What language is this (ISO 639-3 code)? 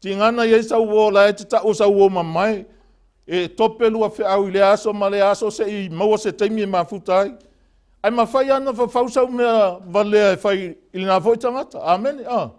smo